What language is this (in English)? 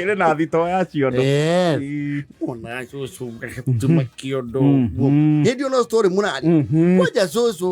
Kikuyu